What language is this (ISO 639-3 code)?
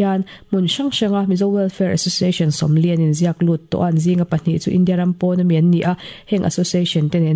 lus